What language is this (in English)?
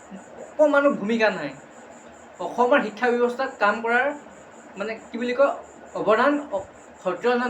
Assamese